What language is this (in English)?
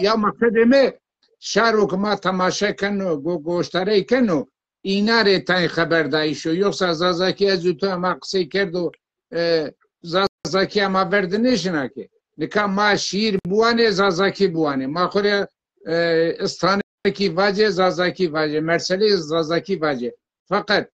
Zaza